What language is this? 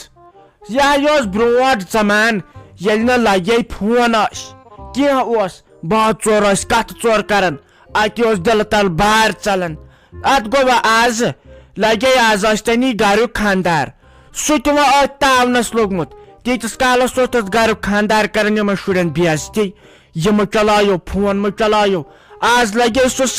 Kashmiri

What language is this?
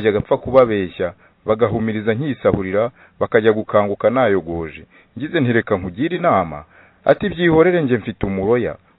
Kinyarwanda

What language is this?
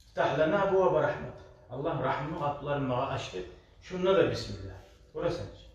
Kumyk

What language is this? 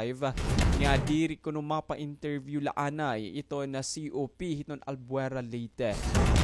Waray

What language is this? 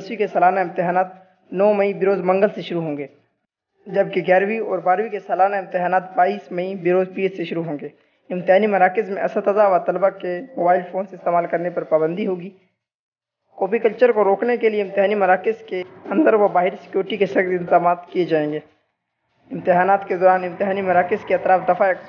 Urdu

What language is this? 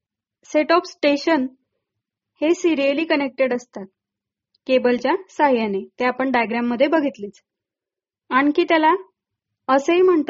Marathi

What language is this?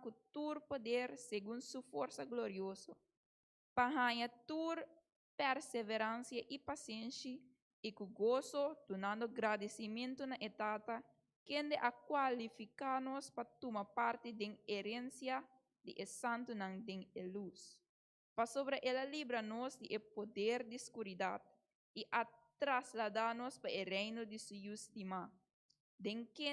Papiamento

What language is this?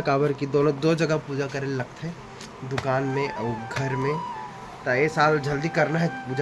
Chhattisgarhi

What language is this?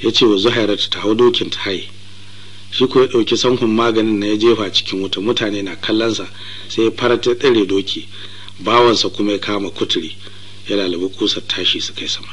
Hausa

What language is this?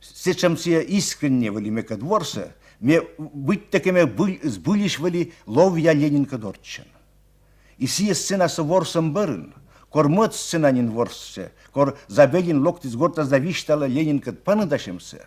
Komi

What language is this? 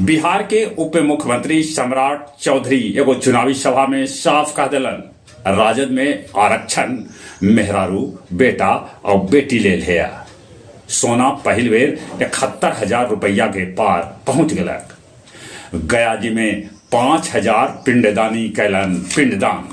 Magahi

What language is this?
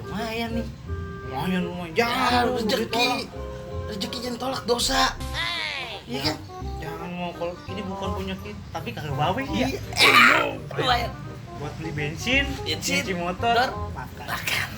Betawi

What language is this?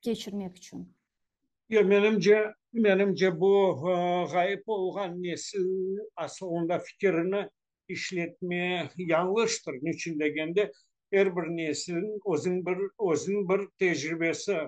Crimean Tatar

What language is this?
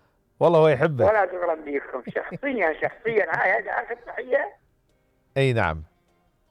Mesopotamian Arabic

